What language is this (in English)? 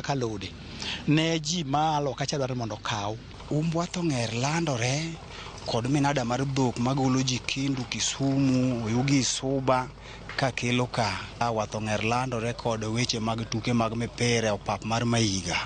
Luo (Kenya and Tanzania)